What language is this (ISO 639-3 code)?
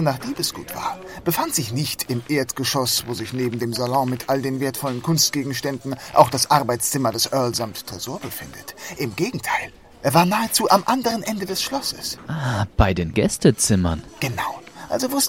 deu